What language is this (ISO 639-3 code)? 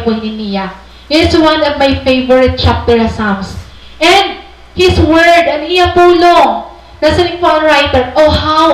war